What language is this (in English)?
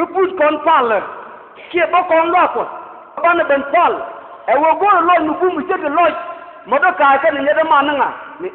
Nuer